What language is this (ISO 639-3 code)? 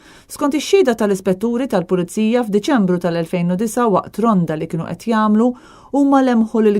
mlt